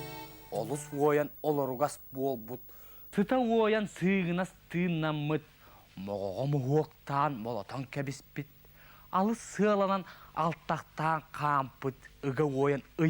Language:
Yakut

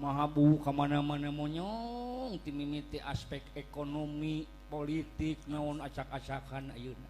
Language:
Sundanese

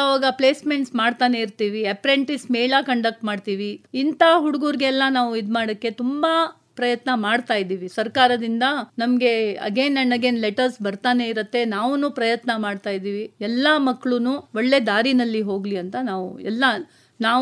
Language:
Kannada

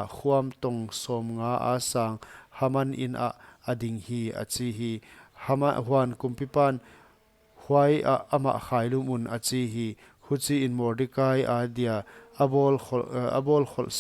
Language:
Paite Chin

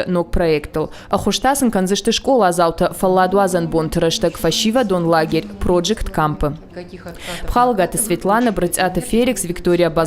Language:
Ossetic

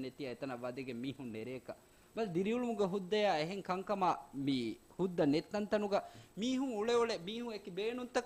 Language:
Divehi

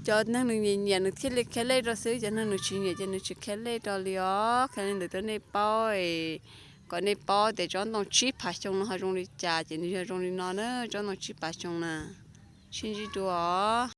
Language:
Hmong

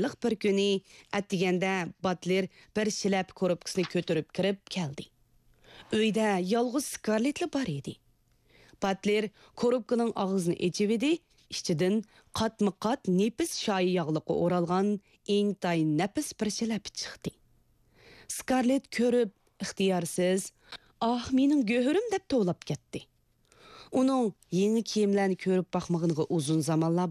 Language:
Uyghur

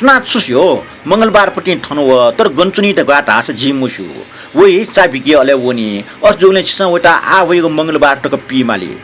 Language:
Newari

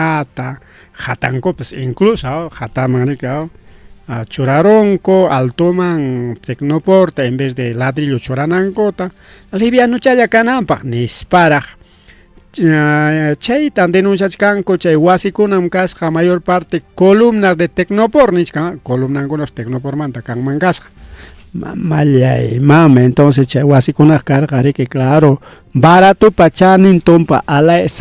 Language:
Ayacucho Quechua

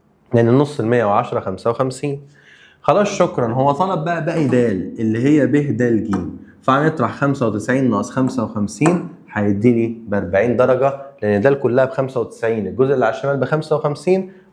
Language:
Egyptian Arabic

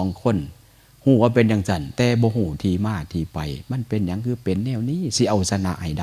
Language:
Northeastern Thai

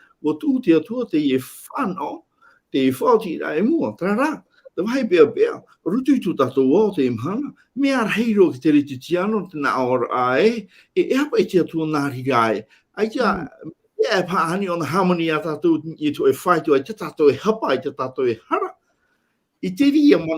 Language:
Tahitian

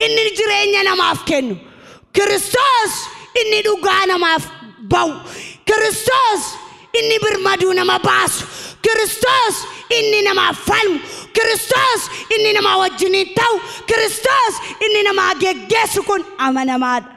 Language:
Oromo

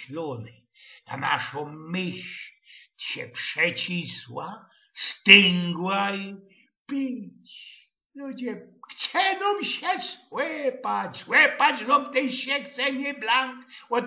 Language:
Silesian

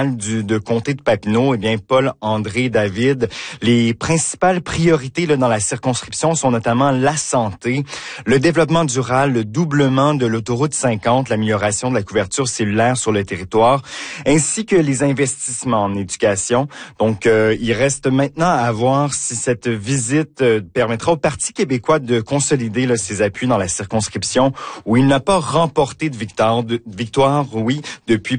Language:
French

